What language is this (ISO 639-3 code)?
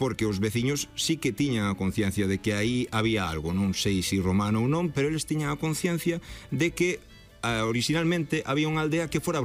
glg